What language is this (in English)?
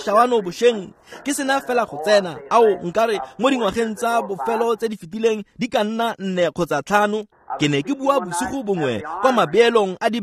Tswana